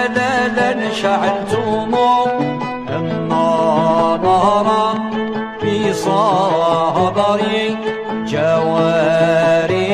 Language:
Arabic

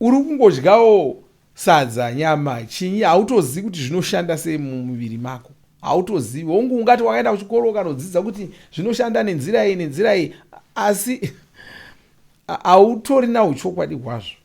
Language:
Shona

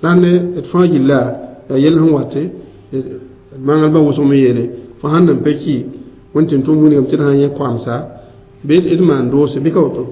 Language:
Mossi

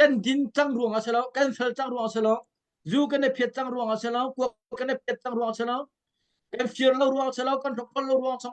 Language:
Hakha Chin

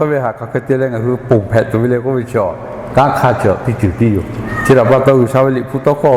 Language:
Lahu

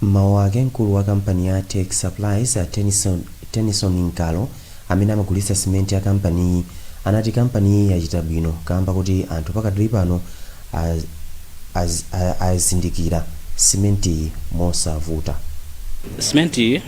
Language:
Nyanja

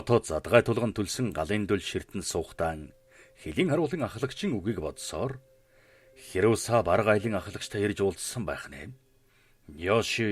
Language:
Mongolian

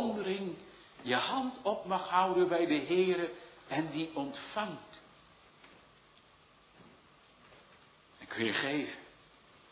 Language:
Dutch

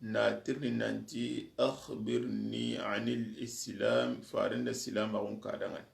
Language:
Soninke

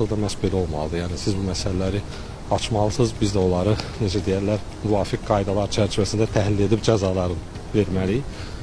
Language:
Azerbaijani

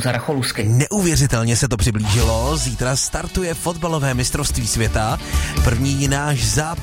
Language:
Czech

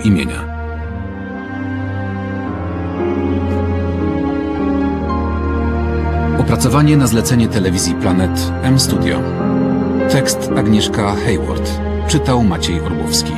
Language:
Polish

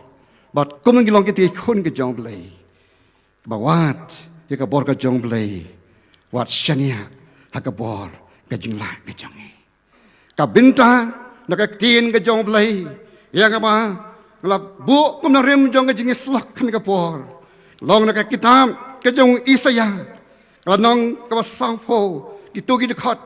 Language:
Khasi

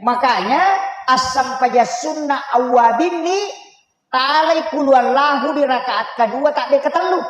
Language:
Buginese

